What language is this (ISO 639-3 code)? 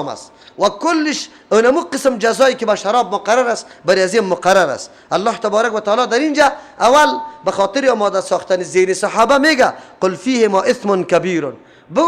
fas